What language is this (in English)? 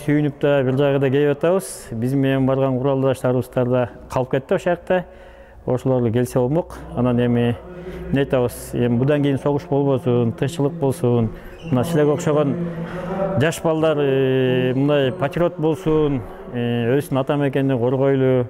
Kyrgyz